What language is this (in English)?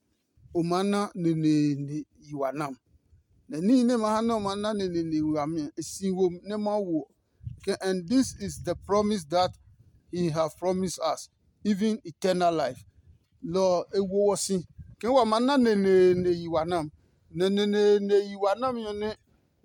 Adangme